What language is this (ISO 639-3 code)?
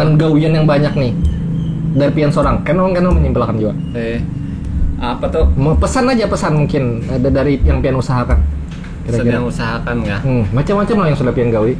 bjn